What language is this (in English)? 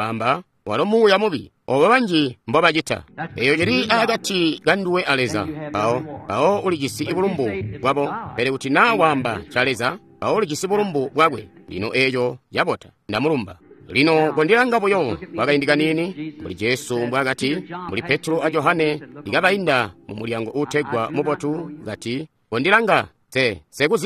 Tonga (Zambia)